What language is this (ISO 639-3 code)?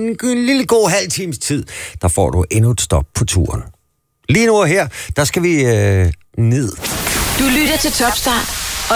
dan